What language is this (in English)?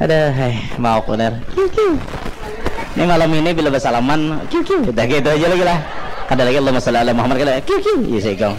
Banjar